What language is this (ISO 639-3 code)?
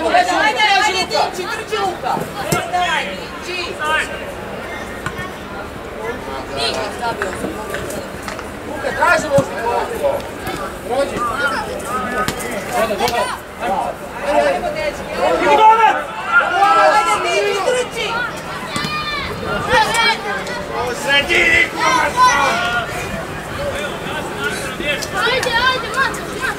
hrv